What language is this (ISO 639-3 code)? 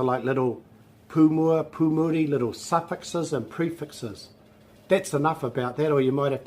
mri